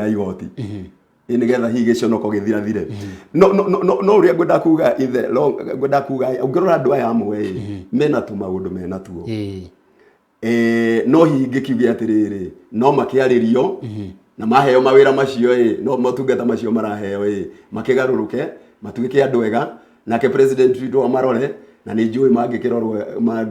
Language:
Kikuyu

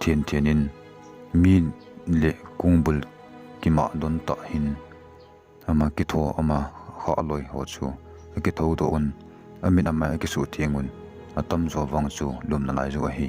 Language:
Thado Chin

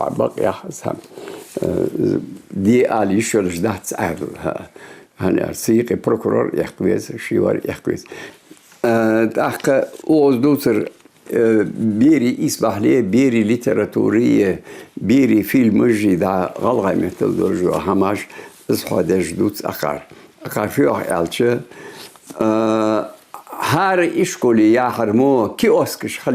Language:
Ingush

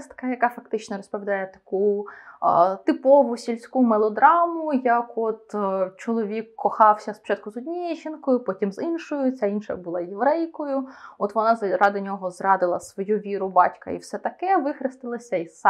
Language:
Ukrainian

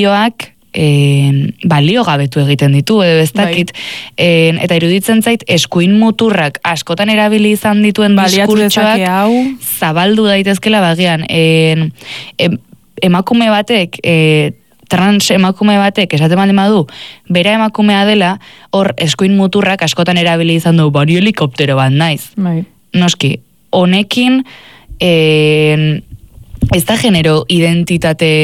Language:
Basque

